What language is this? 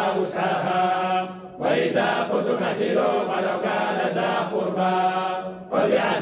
Arabic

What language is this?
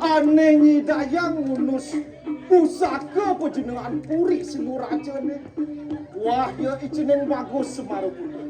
Balinese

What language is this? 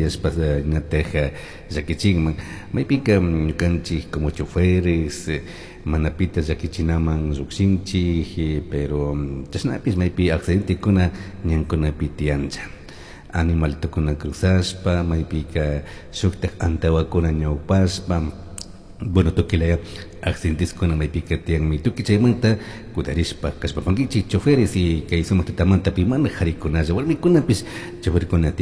Chimborazo Highland Quichua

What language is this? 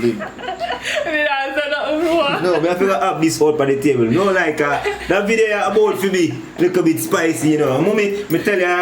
Jamaican Creole English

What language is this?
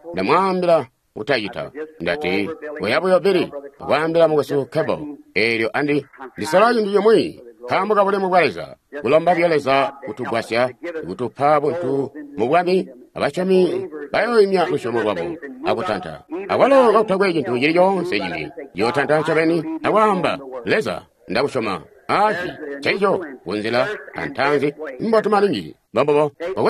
Tonga (Zambia)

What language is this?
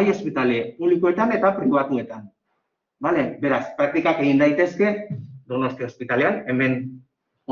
Basque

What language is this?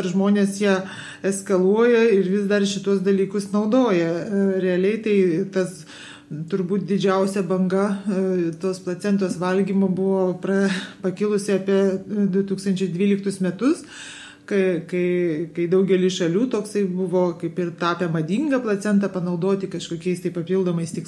Lithuanian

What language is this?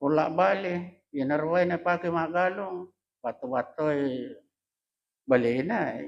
Buginese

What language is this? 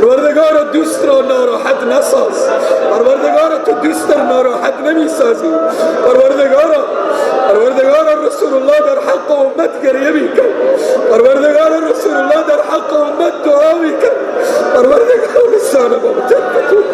Persian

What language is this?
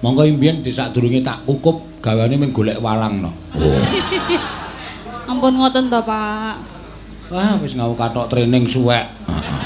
Javanese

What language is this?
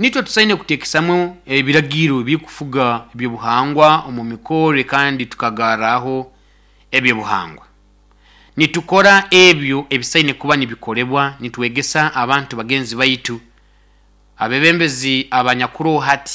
Nyoro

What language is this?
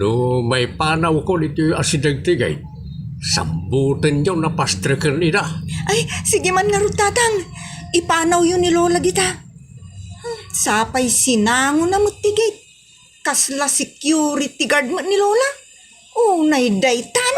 Iloko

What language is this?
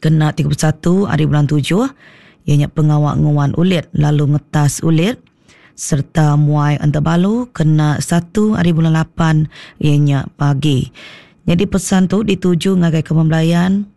Iban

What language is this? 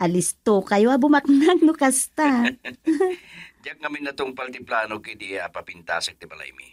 Iloko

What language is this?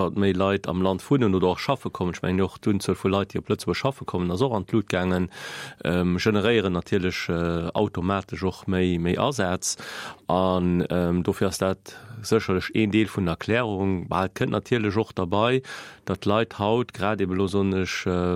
Luxembourgish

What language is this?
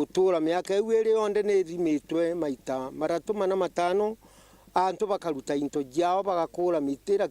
Meru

